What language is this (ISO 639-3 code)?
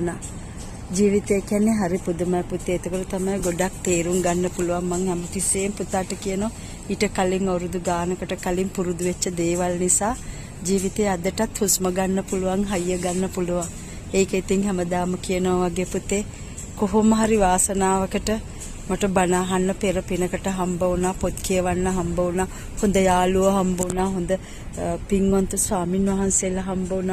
sin